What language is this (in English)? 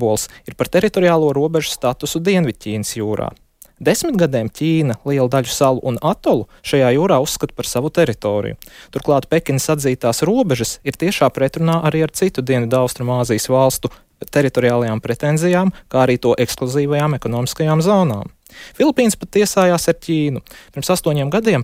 Latvian